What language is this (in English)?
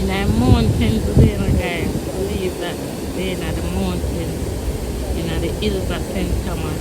Jamaican Creole English